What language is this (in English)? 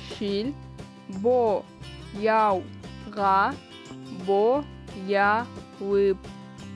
Kazakh